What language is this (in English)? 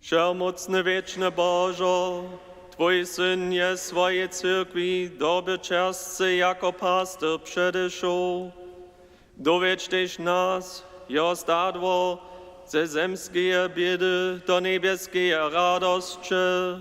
Upper Sorbian